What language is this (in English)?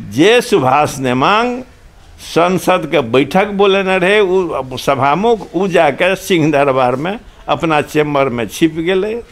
Maithili